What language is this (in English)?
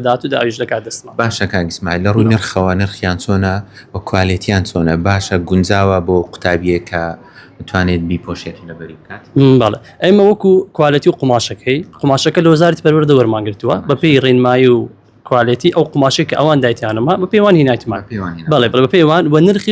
Central Kurdish